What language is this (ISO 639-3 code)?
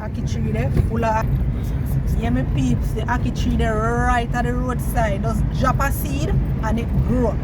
jam